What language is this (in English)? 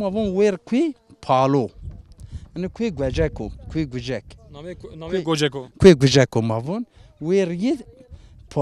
Zaza